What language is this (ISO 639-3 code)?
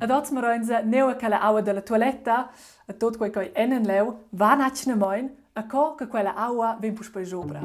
roh